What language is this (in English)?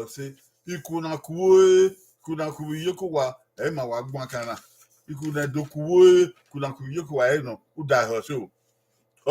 Bini